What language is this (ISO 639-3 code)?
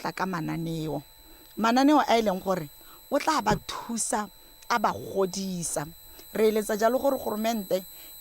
tsn